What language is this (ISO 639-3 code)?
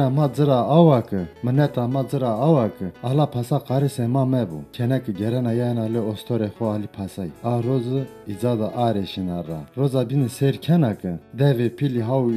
zza